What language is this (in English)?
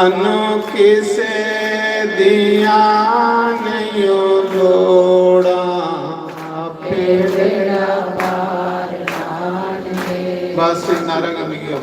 Dogri